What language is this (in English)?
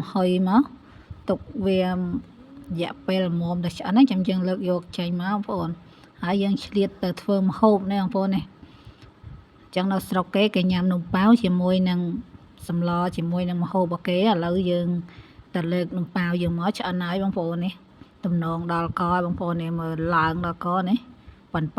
Khmer